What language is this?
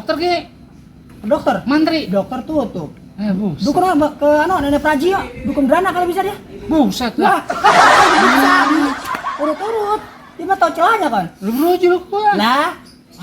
Betawi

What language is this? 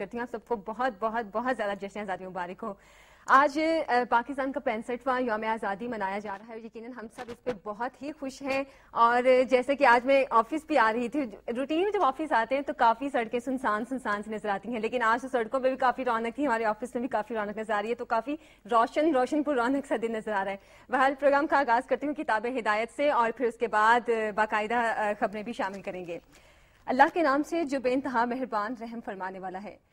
Urdu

